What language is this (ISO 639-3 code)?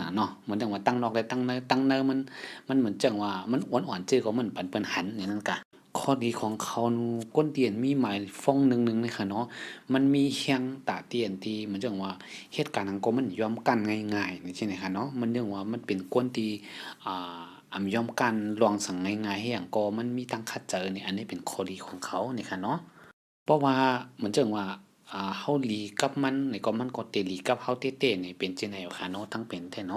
shn